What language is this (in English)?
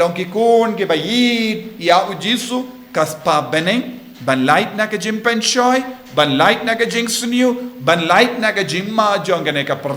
Khasi